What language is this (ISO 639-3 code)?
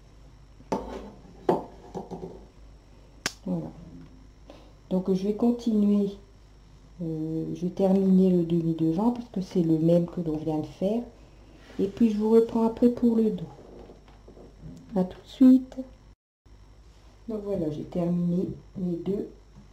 fra